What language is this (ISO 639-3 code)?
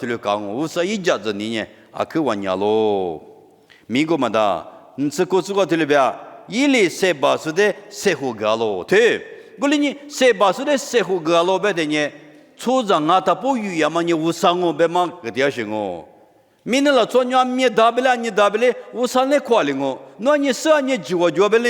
lis